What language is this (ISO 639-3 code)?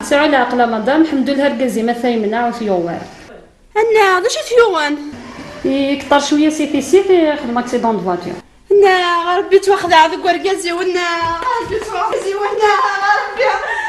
kab